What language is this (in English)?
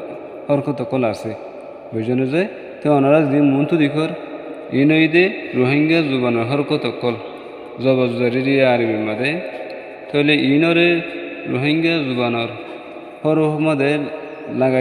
Rohingya